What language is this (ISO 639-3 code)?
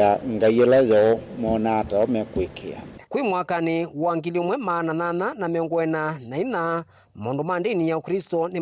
kam